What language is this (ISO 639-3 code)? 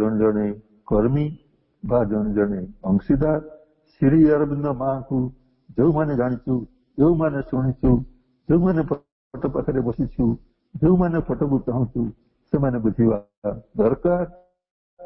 ori